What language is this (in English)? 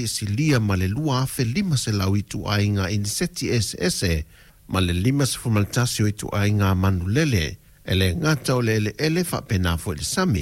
Samoan